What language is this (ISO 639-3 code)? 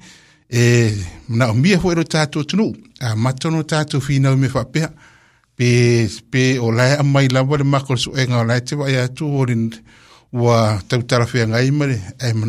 smo